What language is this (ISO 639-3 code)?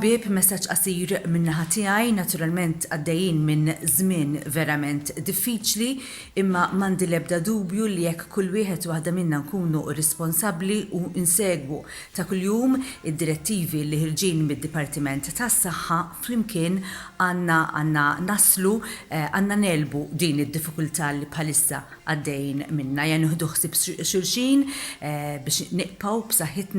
mlt